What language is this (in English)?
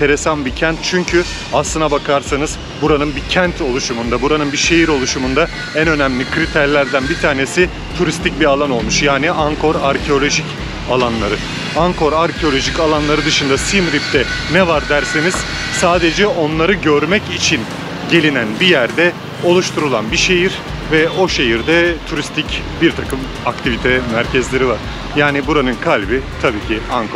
Turkish